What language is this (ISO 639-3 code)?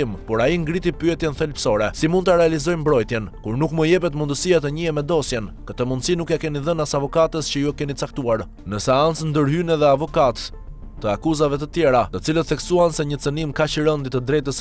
sqi